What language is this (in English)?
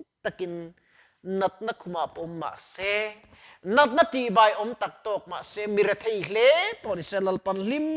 Mizo